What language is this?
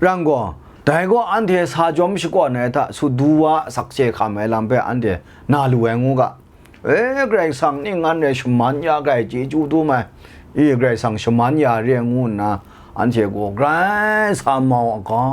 Kachin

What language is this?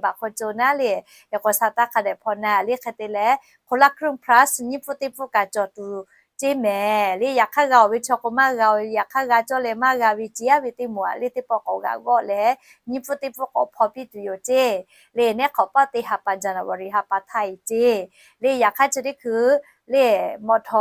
Lahu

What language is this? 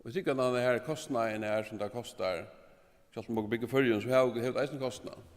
Faroese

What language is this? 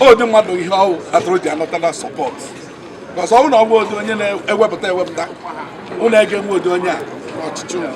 Igbo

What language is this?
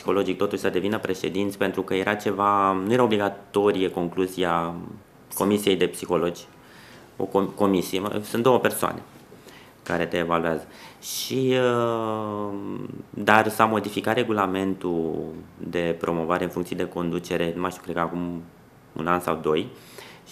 Romanian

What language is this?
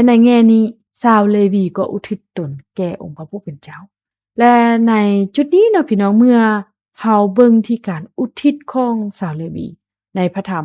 Lao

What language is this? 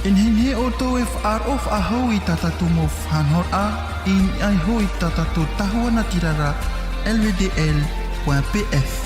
Tahitian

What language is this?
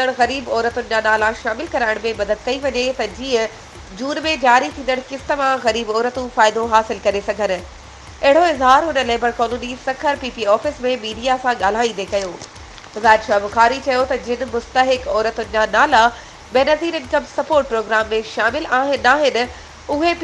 Sindhi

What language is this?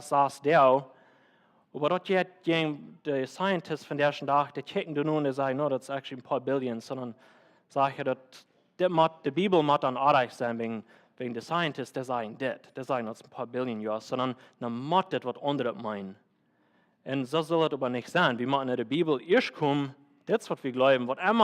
Plautdietsch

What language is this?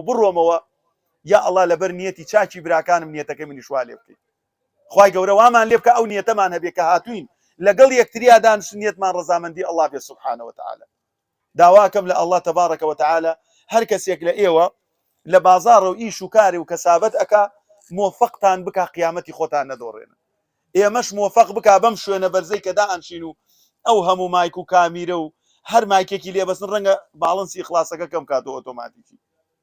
Central Kurdish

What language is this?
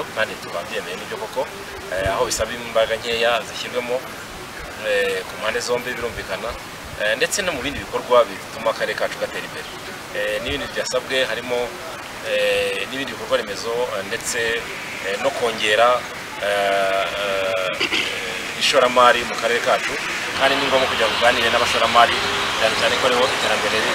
Kinyarwanda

